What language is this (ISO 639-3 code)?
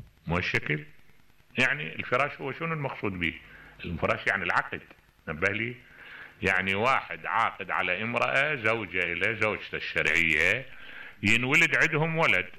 acm